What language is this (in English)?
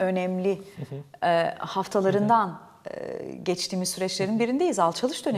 Turkish